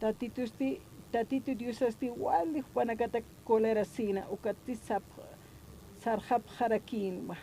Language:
Aymara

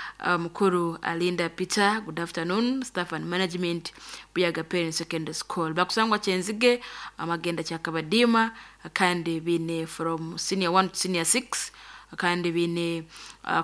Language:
Nyoro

